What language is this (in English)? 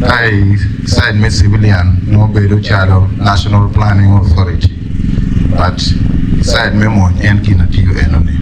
Acoli